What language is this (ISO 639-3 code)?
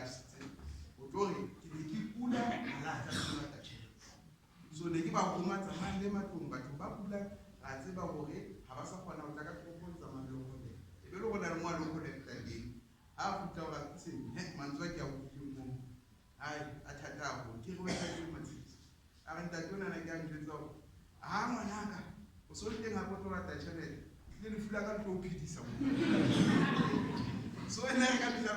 sot